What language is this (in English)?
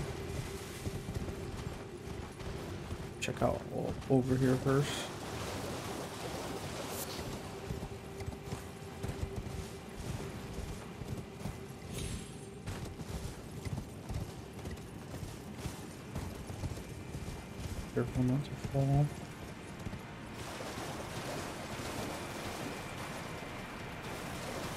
English